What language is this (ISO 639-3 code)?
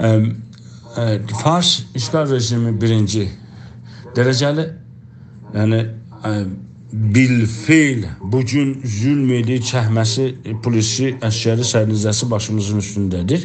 azb